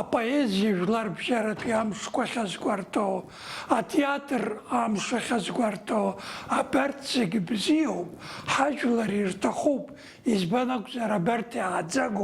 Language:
Abkhazian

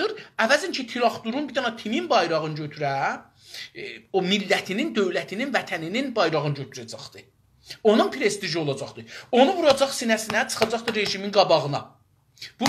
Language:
South Azerbaijani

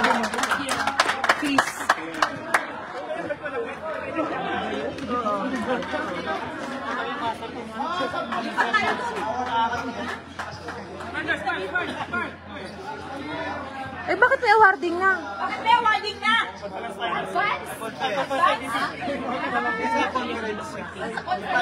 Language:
Filipino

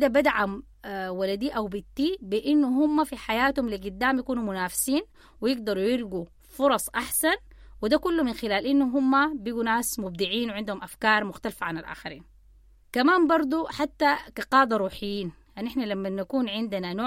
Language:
Sudanese Arabic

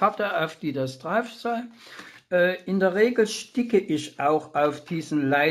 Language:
German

